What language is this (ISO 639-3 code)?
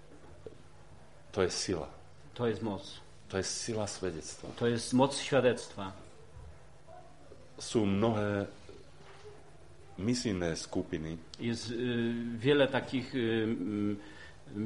slk